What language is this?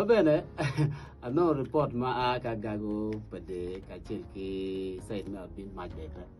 Acoli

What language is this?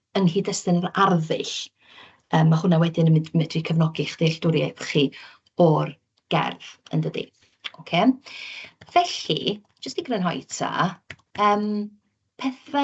Welsh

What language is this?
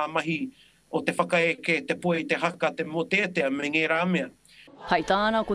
Māori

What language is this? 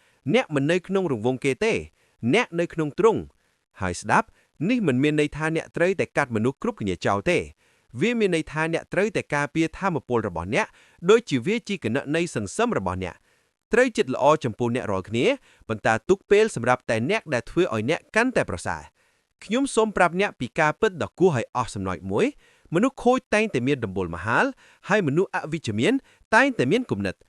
Khmer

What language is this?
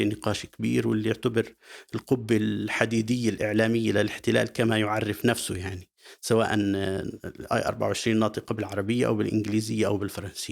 North Levantine Arabic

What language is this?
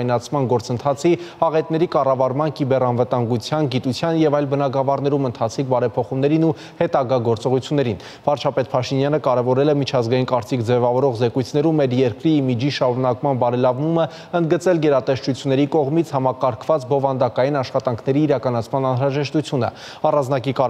Armenian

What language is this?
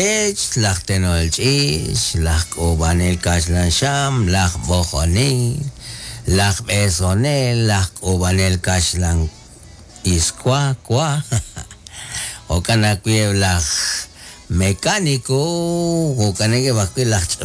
Kekchí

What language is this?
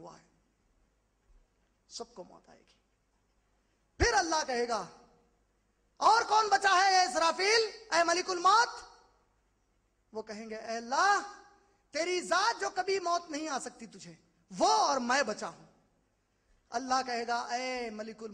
Urdu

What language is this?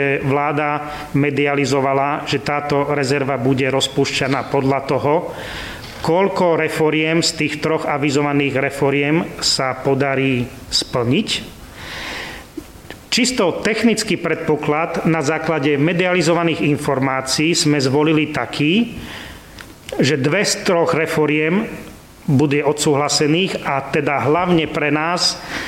Slovak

